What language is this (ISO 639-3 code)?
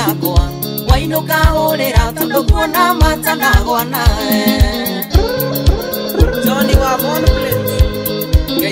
kik